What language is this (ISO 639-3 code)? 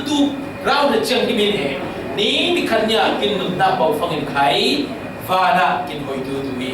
cfm